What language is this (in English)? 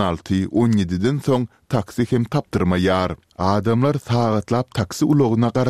Turkmen